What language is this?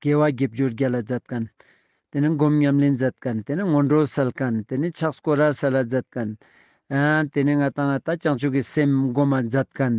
Ladakhi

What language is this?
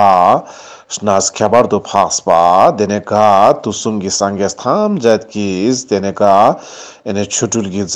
Ladakhi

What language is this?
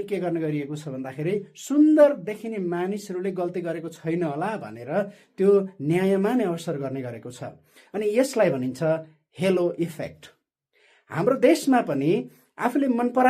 Nepali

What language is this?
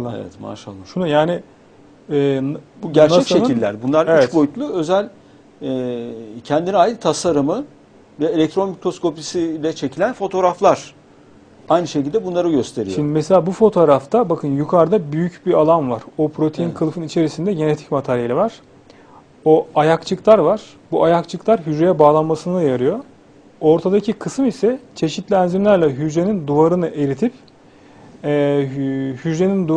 Turkish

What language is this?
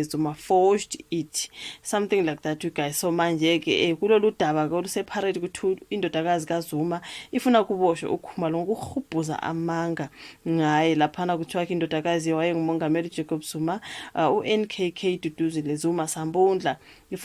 Zulu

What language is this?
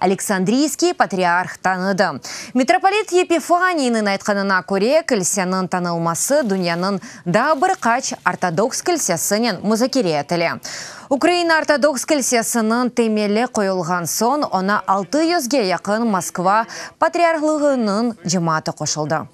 Crimean Tatar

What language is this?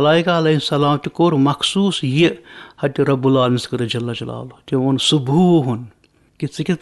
Kashmiri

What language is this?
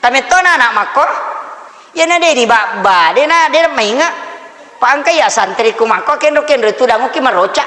Buginese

